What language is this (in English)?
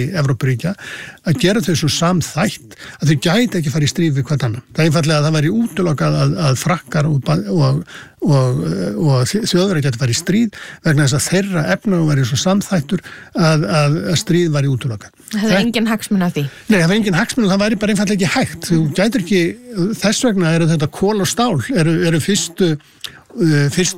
Icelandic